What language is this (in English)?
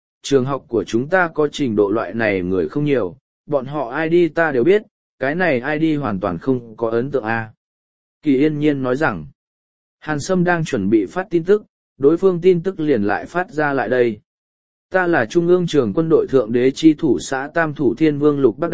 Vietnamese